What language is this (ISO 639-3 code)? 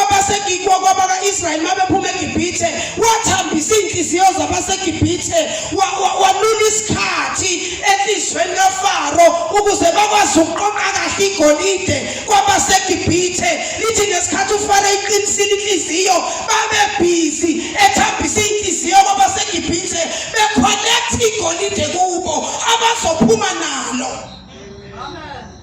zul